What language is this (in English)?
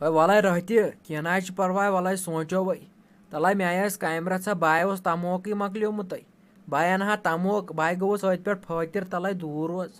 Kashmiri